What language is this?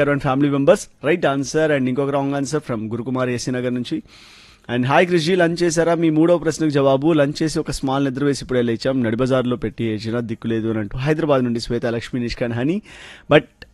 Telugu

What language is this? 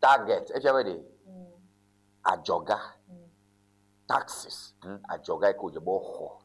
Ewe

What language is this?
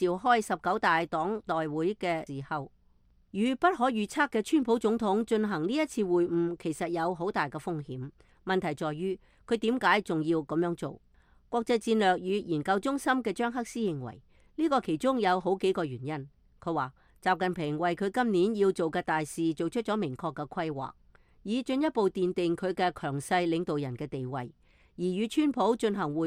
Cantonese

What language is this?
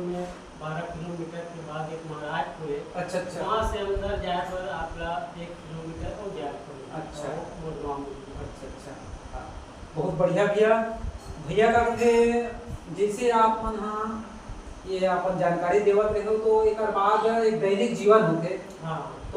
Chhattisgarhi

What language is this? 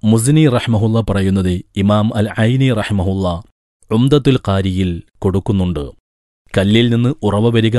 Malayalam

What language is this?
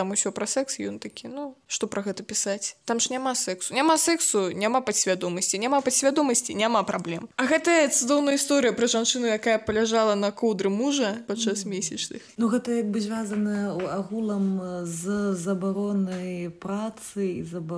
Belarusian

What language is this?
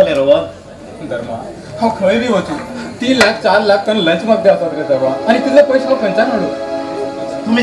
Konkani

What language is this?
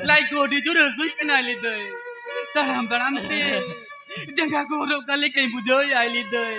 Santali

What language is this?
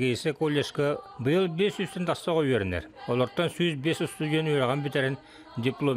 Yakut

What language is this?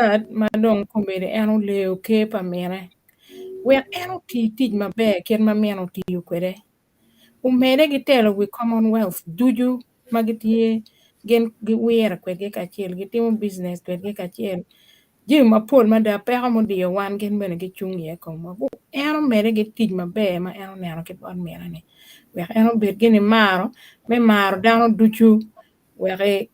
Acoli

